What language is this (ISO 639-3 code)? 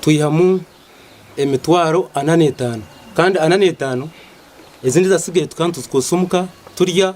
nyn